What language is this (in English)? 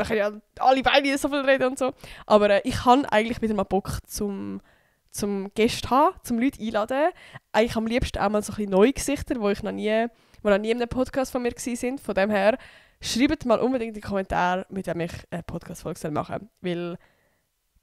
Swiss German